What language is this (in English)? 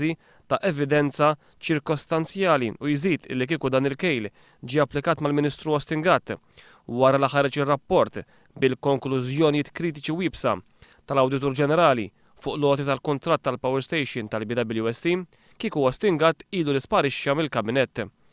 Maltese